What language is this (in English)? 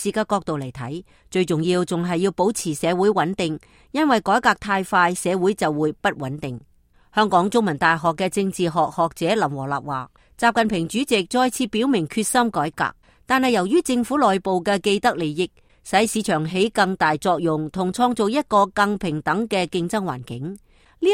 Cantonese